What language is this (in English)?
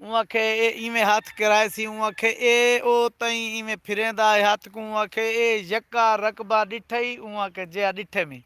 Saraiki